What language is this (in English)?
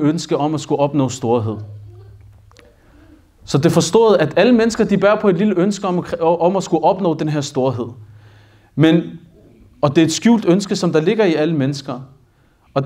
Danish